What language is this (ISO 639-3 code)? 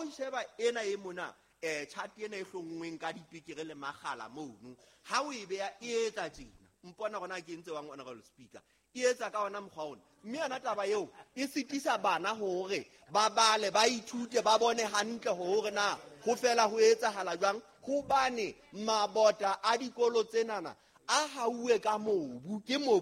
sot